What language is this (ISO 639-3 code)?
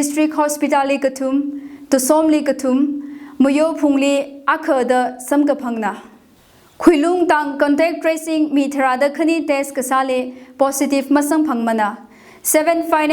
nmf